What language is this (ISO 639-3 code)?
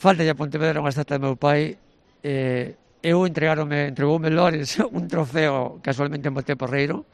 glg